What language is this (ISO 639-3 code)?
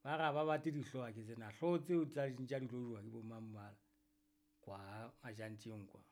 sot